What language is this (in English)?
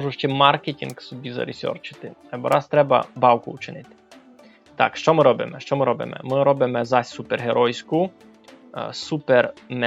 Rusyn